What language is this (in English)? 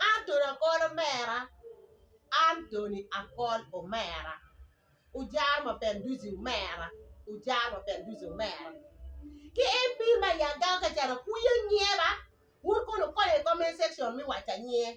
Acoli